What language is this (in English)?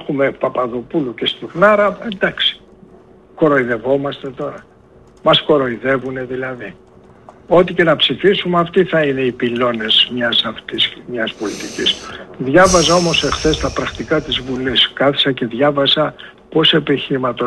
Greek